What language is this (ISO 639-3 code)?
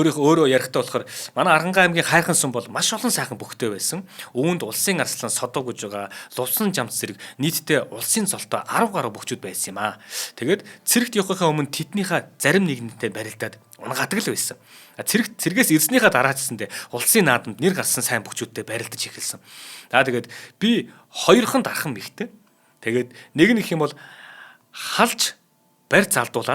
mon